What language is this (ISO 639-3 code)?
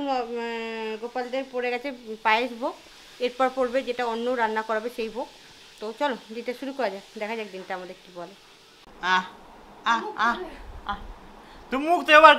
ben